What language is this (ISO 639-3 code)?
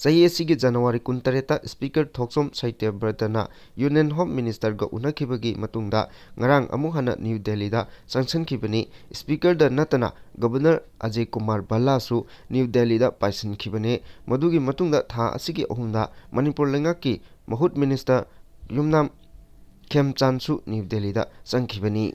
mni